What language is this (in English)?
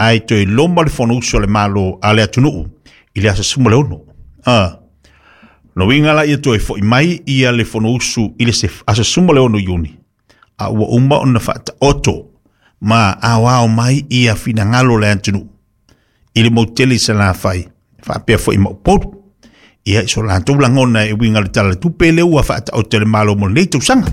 Samoan